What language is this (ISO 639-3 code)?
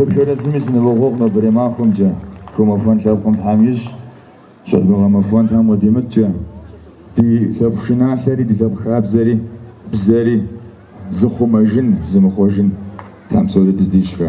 kbd